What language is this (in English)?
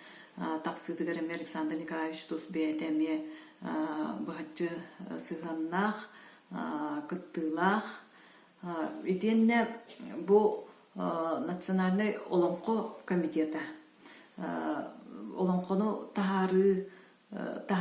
Yakut